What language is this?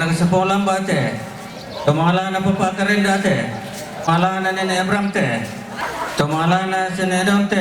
Toraja-Sa'dan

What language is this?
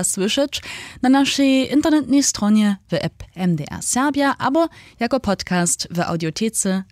Upper Sorbian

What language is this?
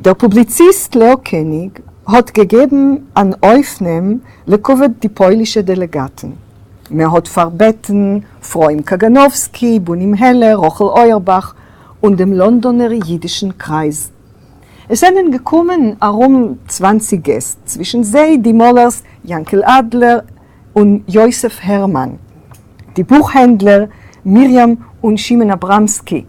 Yiddish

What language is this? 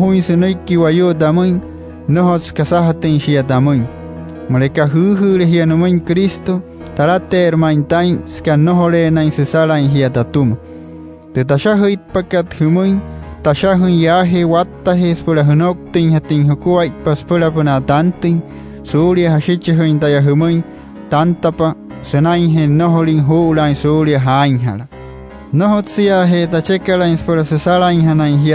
Wayuu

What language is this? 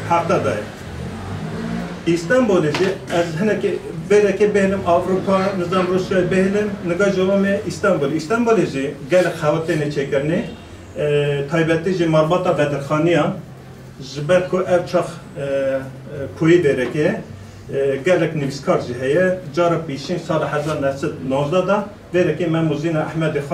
Kurdish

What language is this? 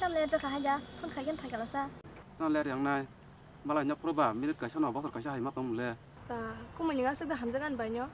Kok Borok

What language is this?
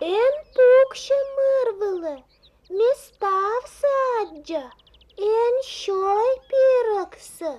Komi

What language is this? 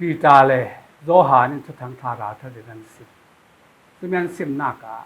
Falam Chin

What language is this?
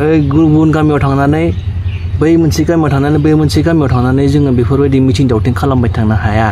Bodo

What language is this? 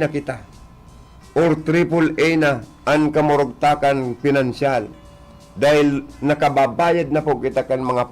Bikol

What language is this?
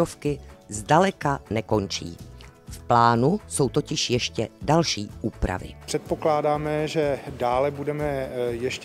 Czech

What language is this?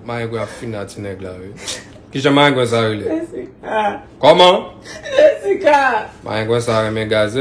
Haitian Creole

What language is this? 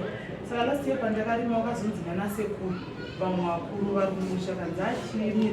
Shona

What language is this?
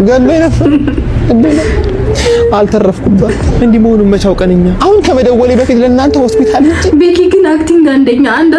Amharic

